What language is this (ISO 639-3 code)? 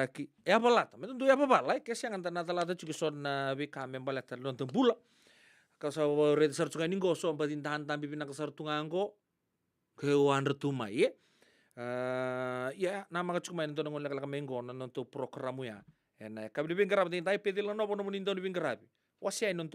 fij